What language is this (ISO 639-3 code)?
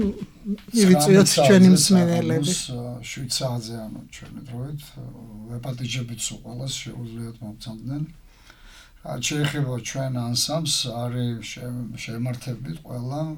kat